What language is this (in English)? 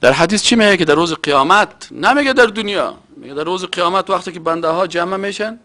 Persian